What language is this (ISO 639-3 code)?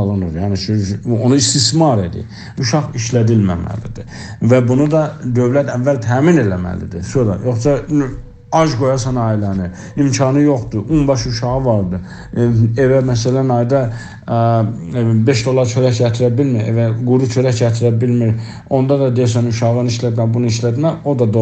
azb